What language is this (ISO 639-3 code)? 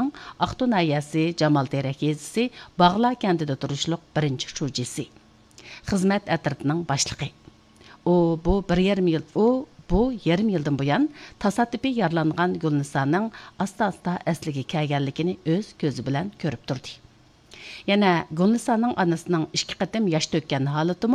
uig